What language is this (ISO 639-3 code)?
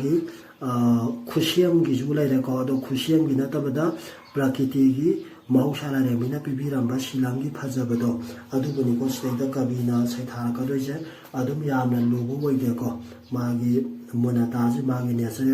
mni